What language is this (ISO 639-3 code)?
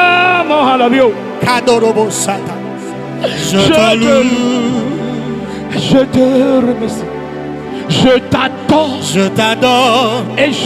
ewe